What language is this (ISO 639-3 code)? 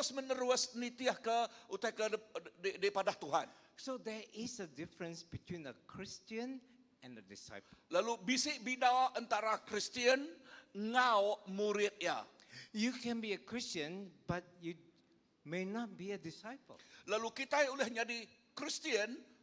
iba